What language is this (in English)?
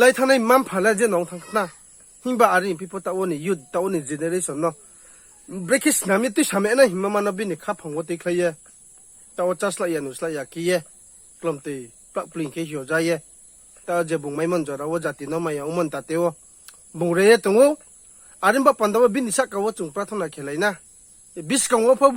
Riang (India)